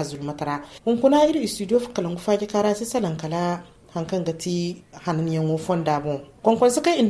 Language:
Zarma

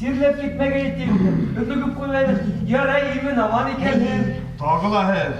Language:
Bashkir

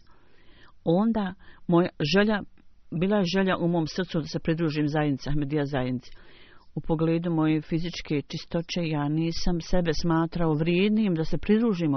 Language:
Bosnian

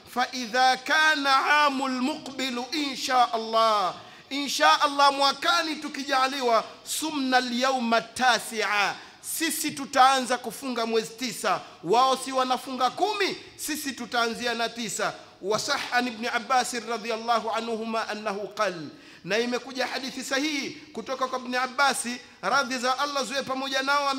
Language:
Swahili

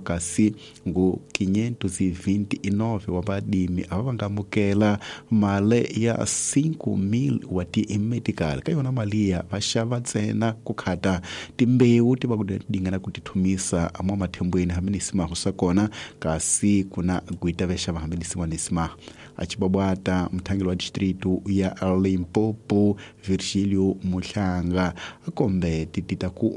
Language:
Tsonga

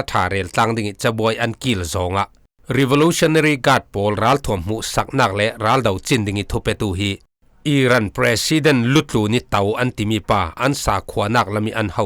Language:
Falam Chin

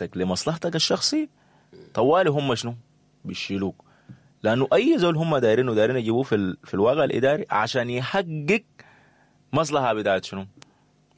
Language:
Sudanese Arabic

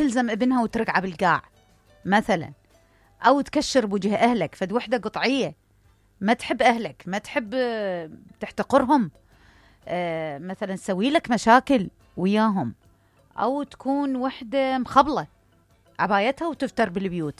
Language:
Mesopotamian Arabic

